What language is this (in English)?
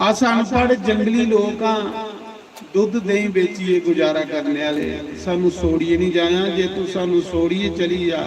Dogri